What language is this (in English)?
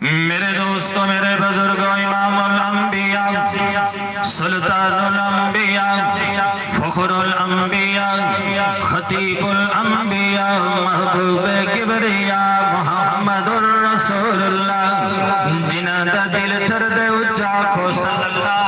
Saraiki